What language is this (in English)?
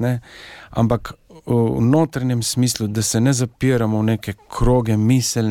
Slovenian